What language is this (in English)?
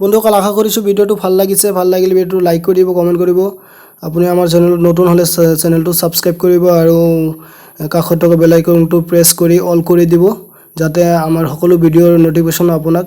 Assamese